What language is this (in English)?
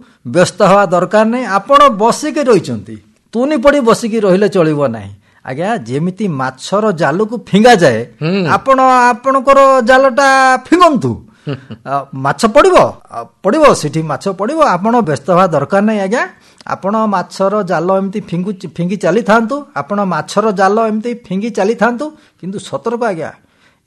Odia